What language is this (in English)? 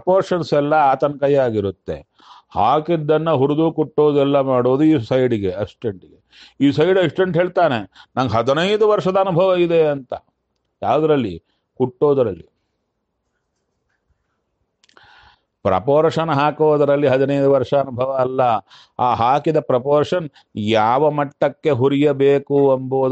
Kannada